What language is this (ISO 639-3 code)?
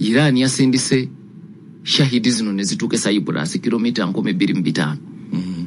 lug